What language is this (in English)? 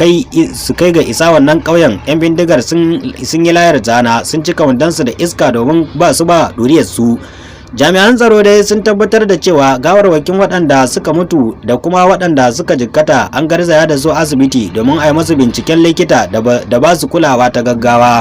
Hausa